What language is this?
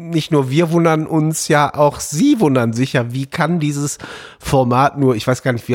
German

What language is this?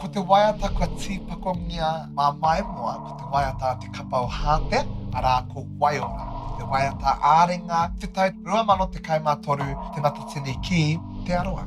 Māori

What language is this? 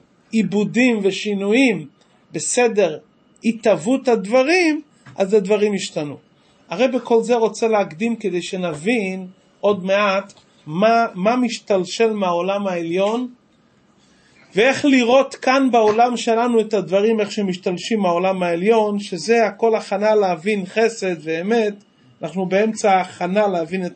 Hebrew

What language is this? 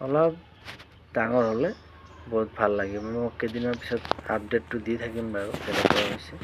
Assamese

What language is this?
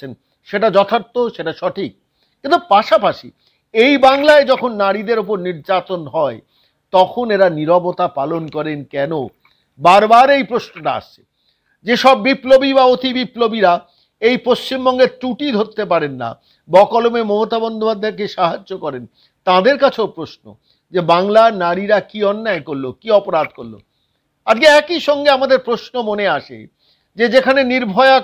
Bangla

